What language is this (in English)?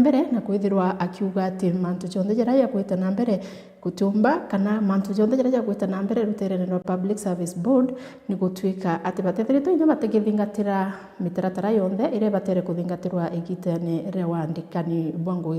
Meru